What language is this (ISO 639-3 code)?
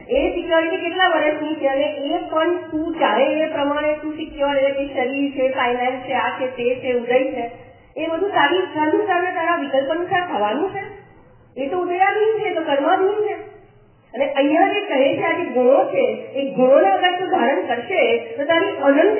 guj